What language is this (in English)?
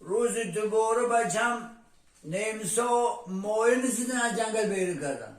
Tajik